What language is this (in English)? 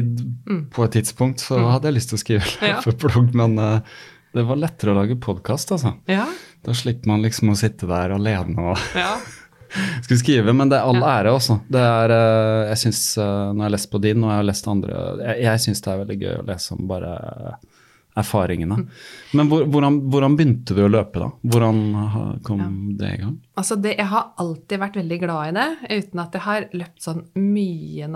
Norwegian